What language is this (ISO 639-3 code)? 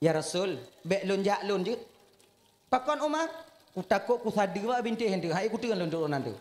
ace